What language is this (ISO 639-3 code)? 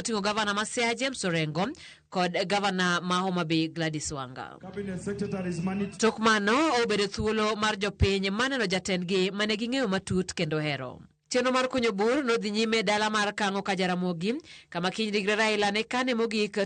luo